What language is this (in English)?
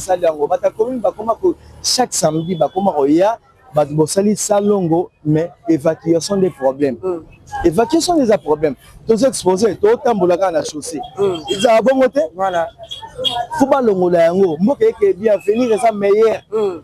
Lingala